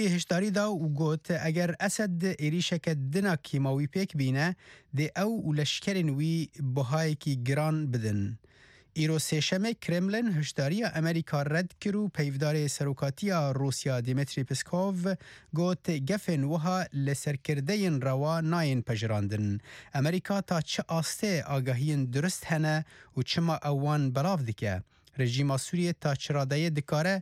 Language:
Kurdish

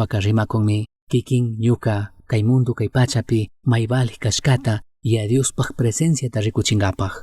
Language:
Chimborazo Highland Quichua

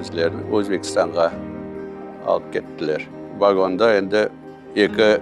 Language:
Crimean Tatar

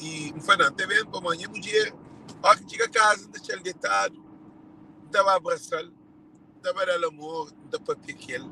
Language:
Kabuverdianu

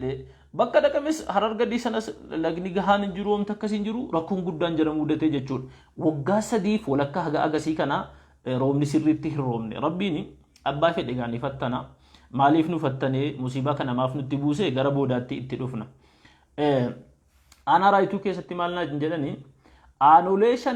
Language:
Oromo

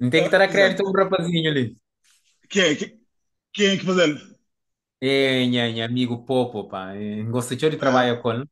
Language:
Kabuverdianu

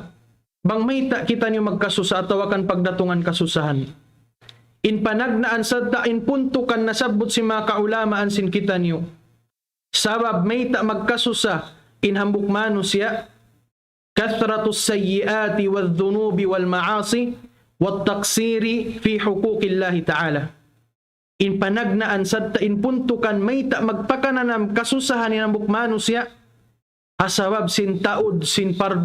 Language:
Tausug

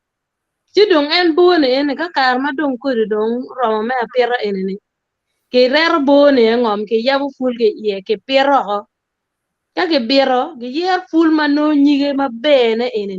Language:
Acoli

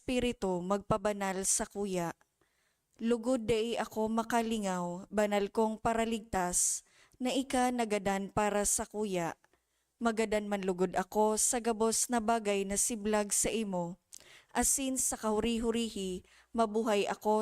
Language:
Bikol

